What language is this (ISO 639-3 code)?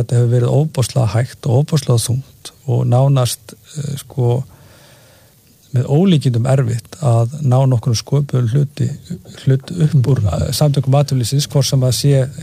isl